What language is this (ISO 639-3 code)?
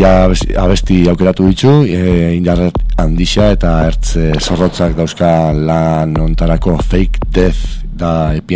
eus